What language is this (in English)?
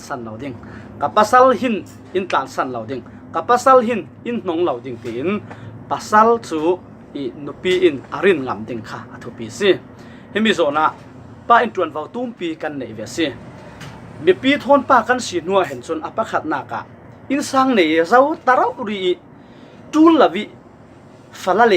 Falam Chin